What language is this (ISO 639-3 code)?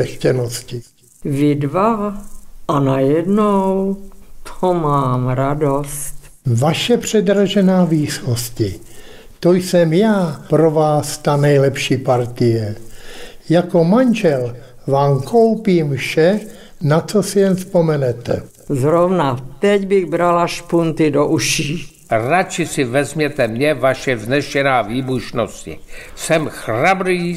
ces